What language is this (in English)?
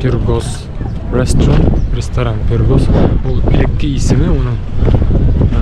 Bashkir